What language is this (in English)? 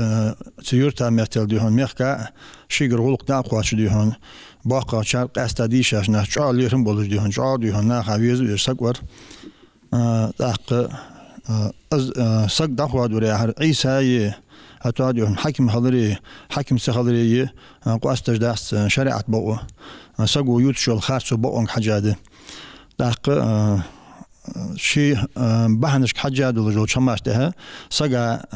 Ingush